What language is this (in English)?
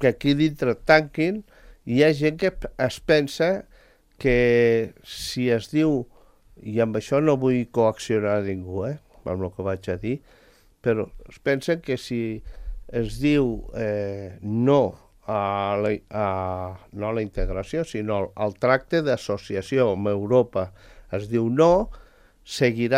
Catalan